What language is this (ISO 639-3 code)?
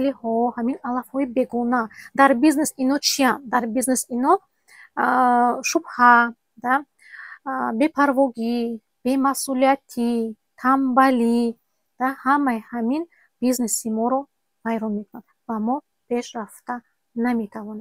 tgk